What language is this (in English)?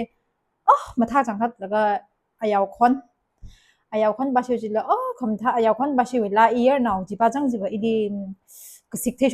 Tangkhul Naga (India)